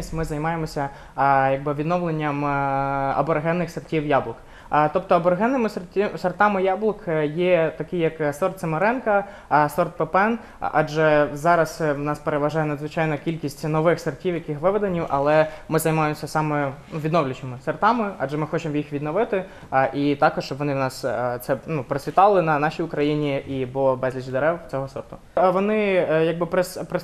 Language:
Ukrainian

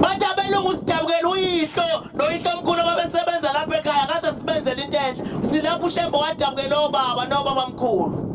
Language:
Zulu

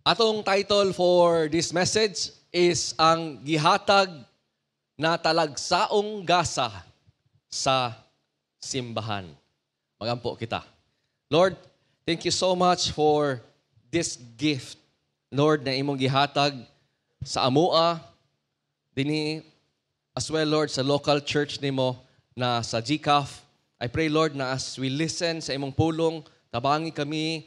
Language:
Cebuano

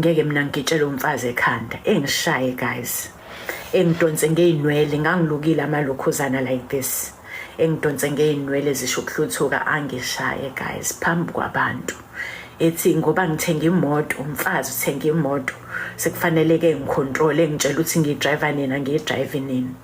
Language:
Zulu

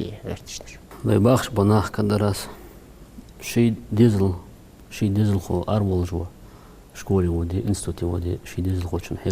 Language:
Ingush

